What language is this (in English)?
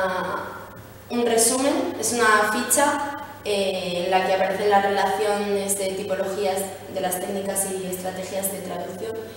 Spanish